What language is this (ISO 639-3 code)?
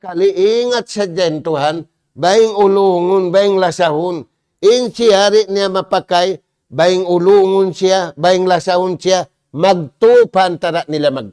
tsg